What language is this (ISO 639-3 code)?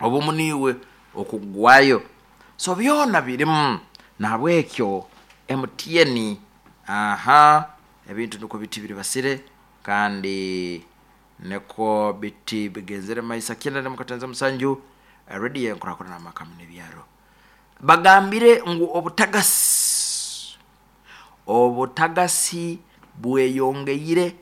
nyo